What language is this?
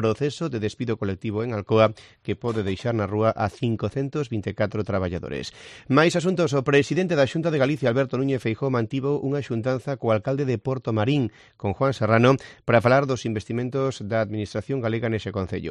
Galician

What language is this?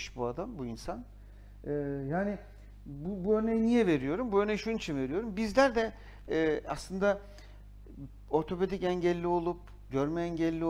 Turkish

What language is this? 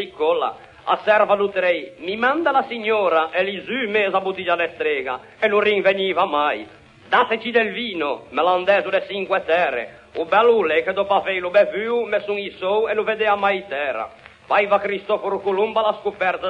Ligurian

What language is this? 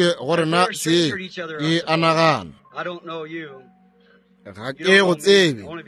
Northern Sotho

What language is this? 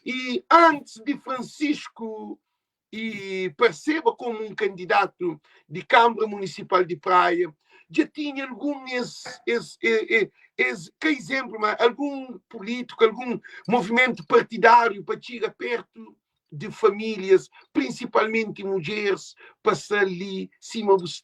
Kabuverdianu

